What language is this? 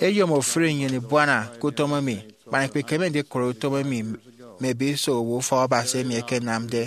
Efik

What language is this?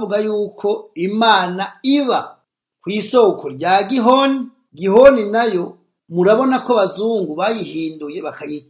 Rundi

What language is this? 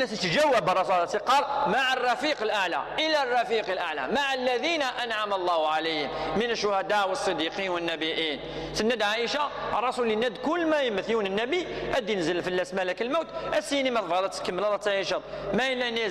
Kabyle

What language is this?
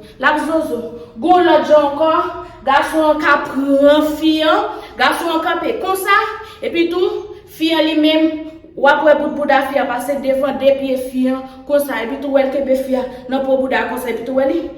Haitian Creole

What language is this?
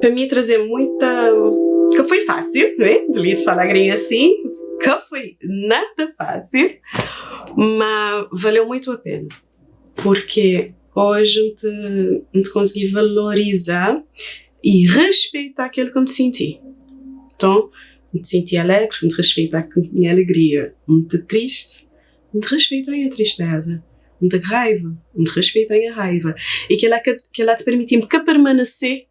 Kabuverdianu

